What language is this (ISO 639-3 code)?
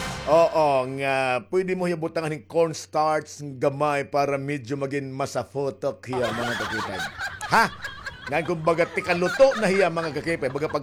war